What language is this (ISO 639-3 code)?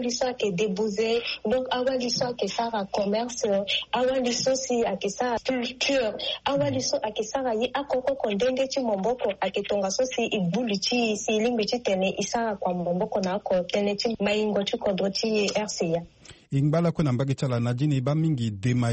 sag